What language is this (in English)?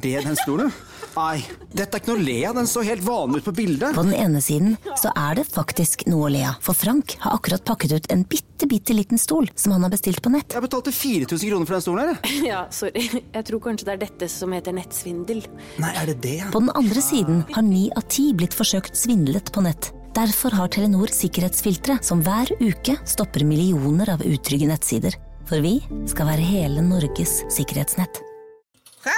Norwegian